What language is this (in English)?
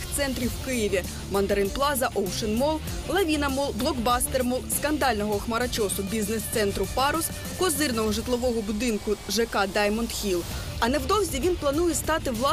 Ukrainian